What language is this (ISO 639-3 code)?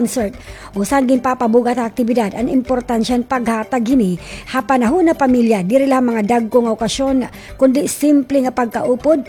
war